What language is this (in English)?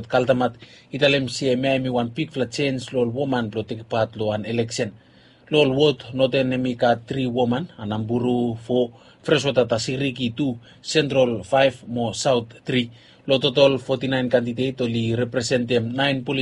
Bislama